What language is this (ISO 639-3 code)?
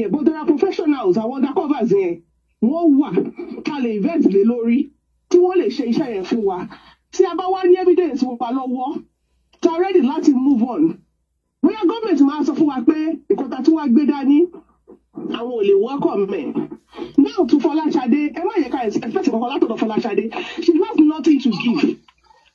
yor